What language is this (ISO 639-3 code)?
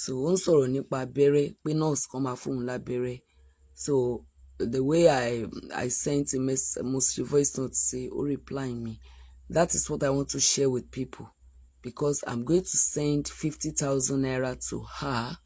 yor